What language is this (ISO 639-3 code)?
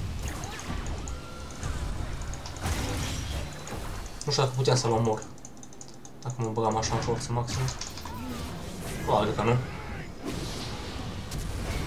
ron